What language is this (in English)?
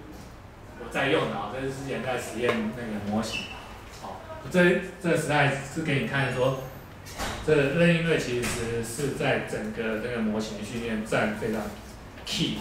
Chinese